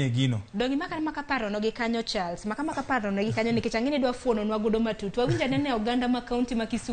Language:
Luo (Kenya and Tanzania)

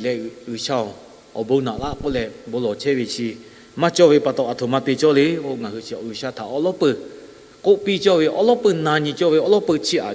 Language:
Lahu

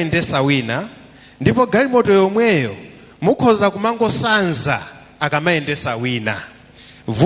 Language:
Nyanja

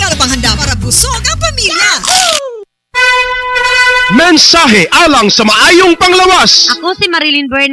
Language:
Cebuano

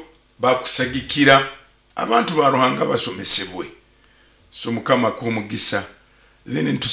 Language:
Nyoro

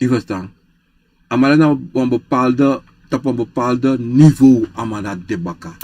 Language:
Sranan Tongo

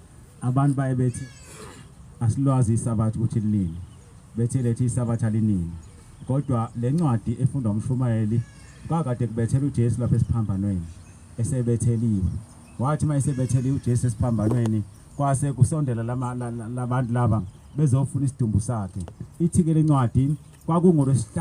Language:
Zulu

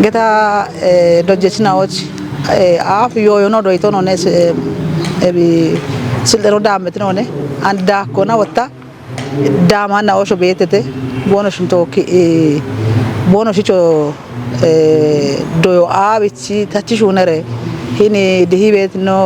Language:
Kafa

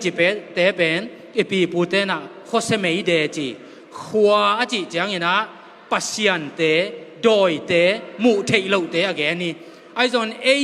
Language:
Tedim Chin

